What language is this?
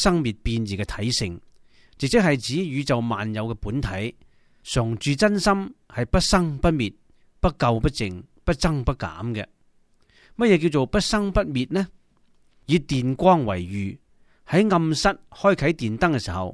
Cantonese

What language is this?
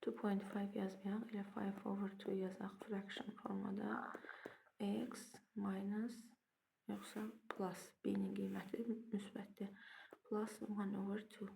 Azerbaijani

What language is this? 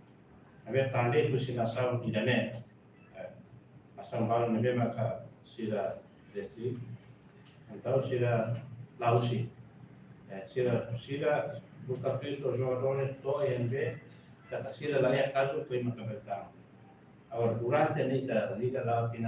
Tetum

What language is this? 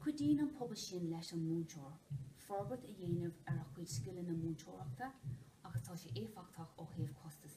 Irish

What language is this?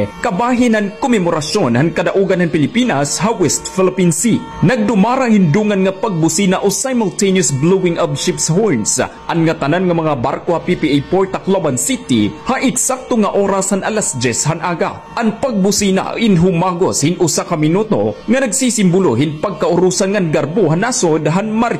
Waray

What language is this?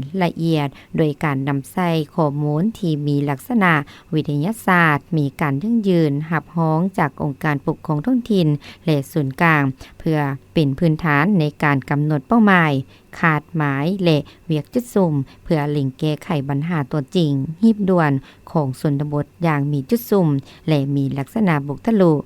Lao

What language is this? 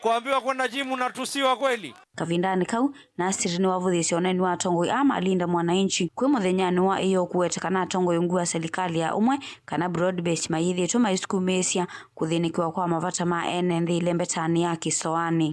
Kamba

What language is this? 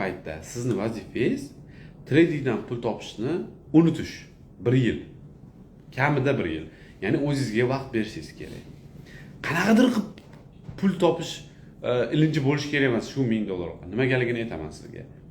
Uzbek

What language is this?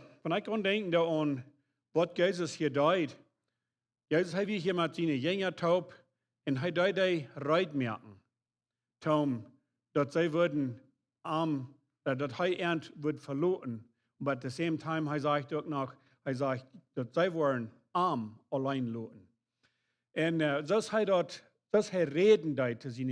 Plautdietsch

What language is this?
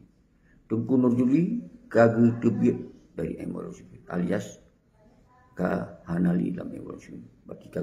Achinese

